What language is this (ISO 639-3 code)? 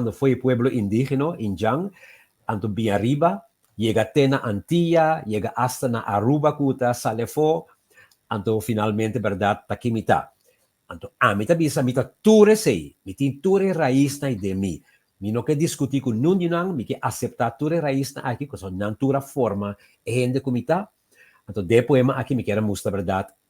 pap